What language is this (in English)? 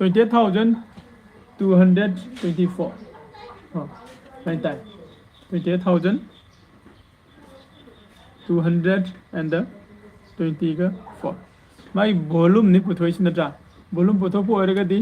Manipuri